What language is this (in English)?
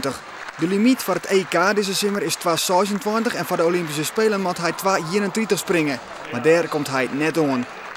Western Frisian